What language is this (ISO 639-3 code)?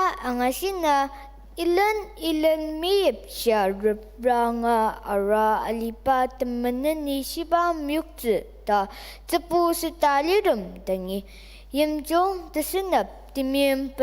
njo